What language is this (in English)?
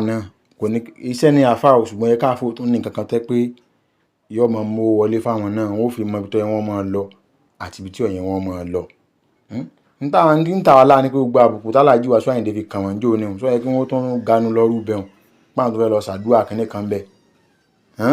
Yoruba